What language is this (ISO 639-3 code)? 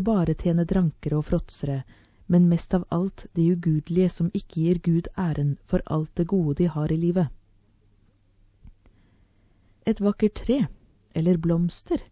nor